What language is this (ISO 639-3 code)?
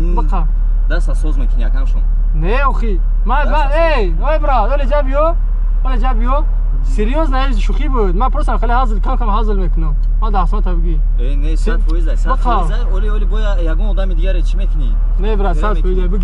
tgk